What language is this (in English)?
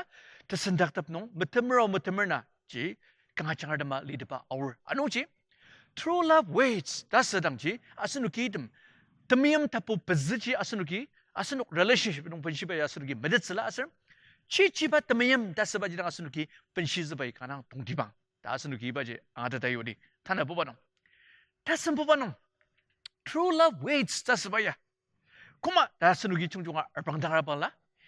Ao Naga